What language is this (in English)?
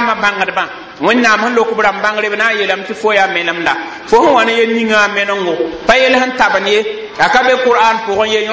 Mossi